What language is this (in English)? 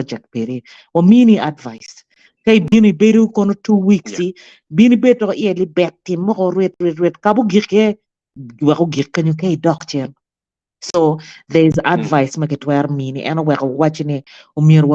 Acoli